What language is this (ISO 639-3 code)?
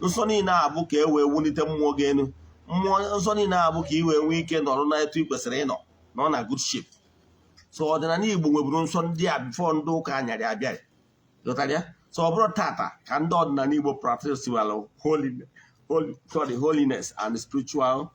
ibo